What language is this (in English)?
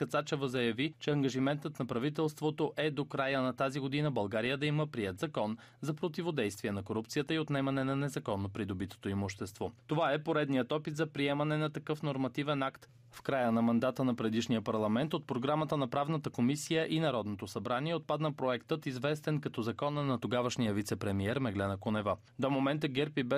Bulgarian